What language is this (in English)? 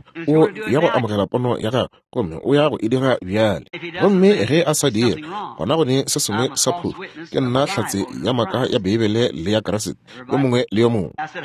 Northern Sotho